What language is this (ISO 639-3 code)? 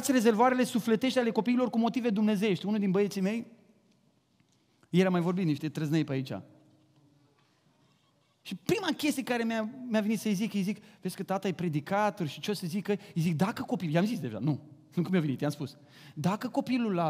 ron